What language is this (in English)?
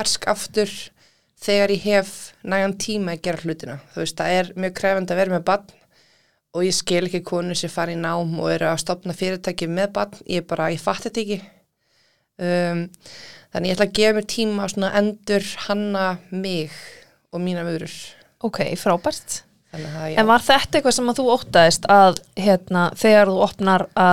Icelandic